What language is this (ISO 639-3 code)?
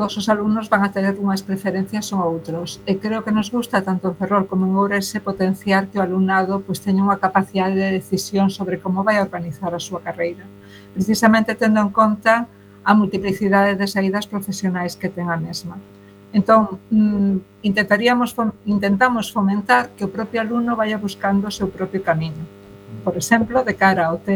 glg